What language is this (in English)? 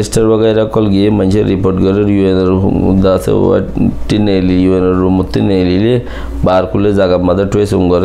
Rohingya